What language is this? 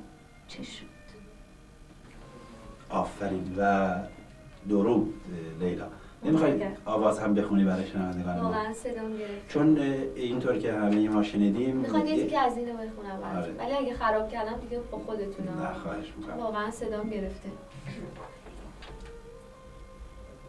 Persian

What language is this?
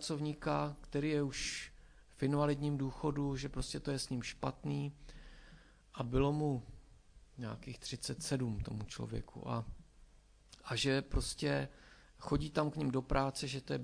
Czech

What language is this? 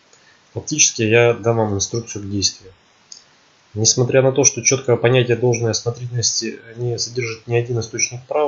Russian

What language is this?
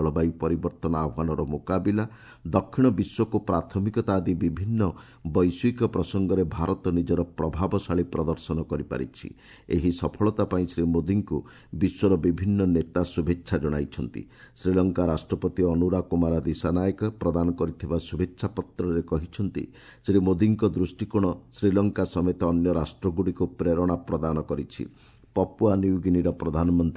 Odia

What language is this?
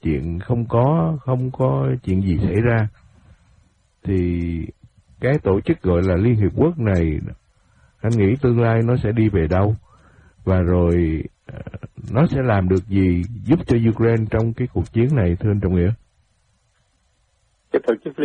Vietnamese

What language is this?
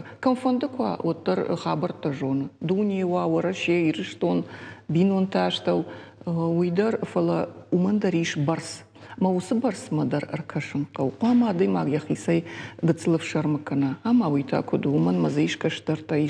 Ossetic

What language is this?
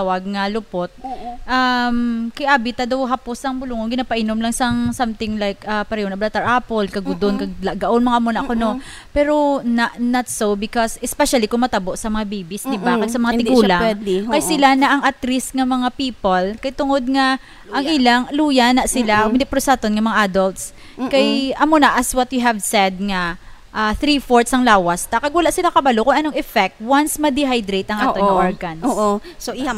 Hiligaynon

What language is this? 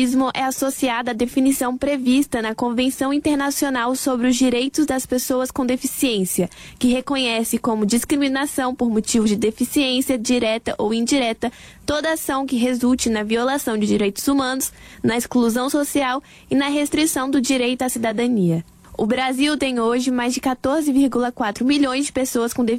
Portuguese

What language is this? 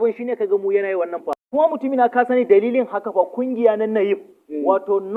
Hausa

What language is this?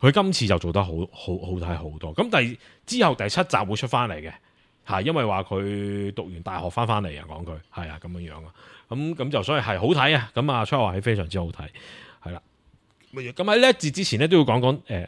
Cantonese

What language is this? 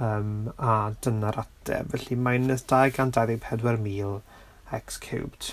Welsh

